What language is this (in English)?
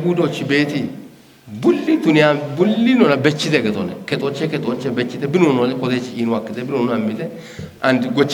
Kafa